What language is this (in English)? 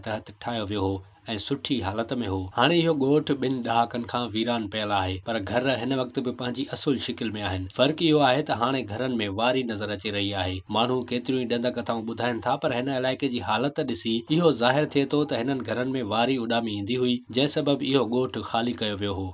Sindhi